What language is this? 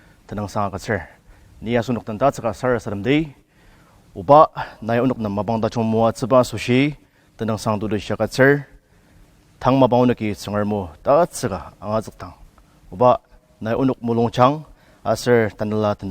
Ao Naga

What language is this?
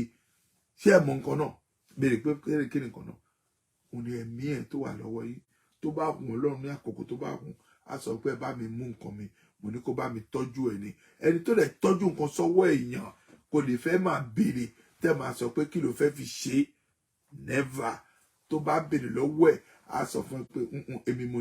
Yoruba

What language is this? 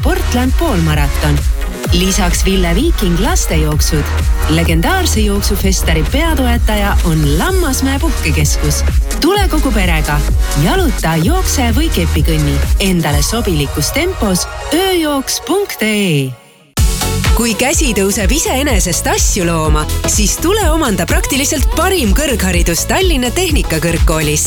Estonian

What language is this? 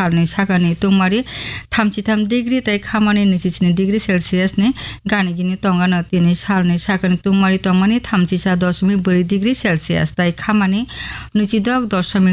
Kok Borok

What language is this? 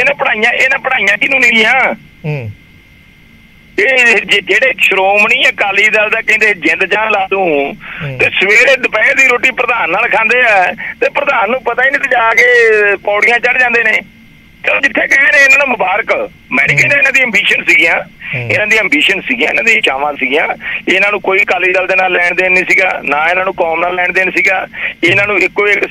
Punjabi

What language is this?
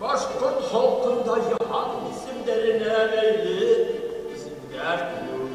Bashkir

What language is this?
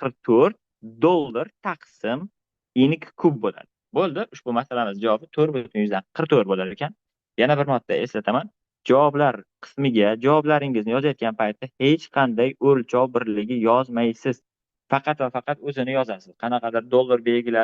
Uzbek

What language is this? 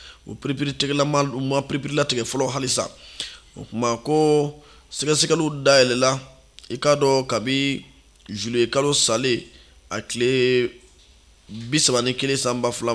Bambara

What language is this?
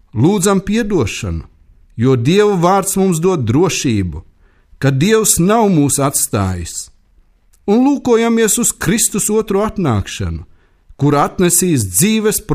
Latvian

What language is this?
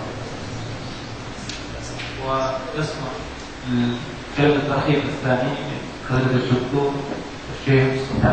Arabic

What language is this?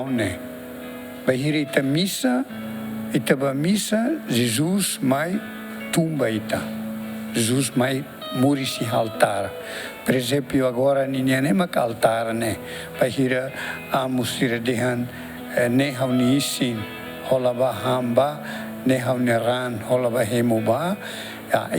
Tetum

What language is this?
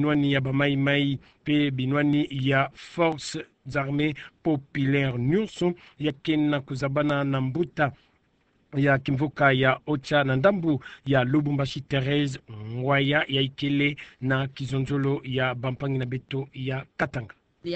Kituba (Democratic Republic of Congo)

